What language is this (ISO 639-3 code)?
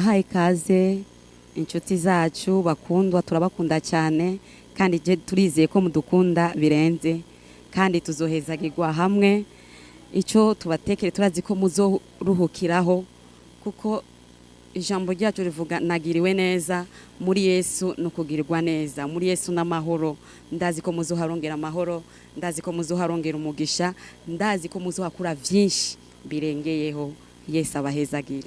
run